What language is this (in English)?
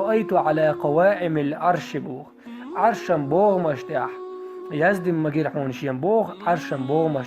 Chechen